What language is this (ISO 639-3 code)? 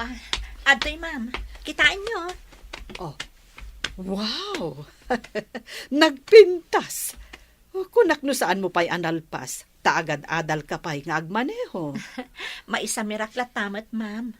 ilo